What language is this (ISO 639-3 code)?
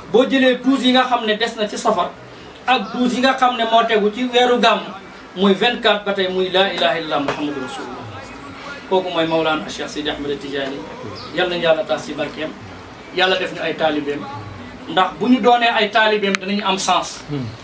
wol